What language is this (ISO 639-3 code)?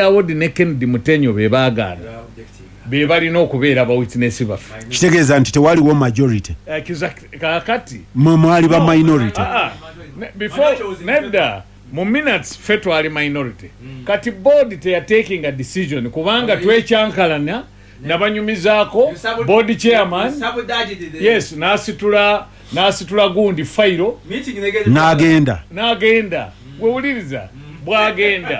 lug